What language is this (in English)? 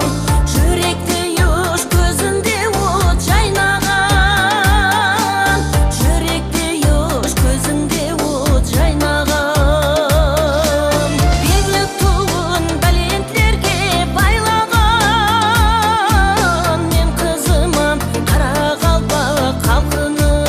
Kara-Kalpak